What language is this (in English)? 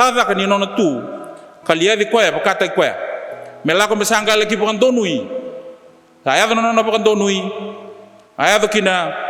Fijian